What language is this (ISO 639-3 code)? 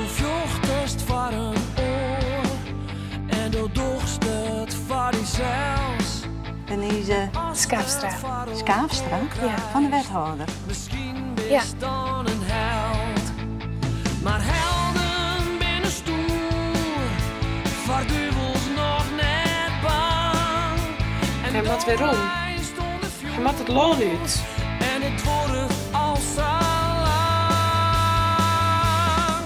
fry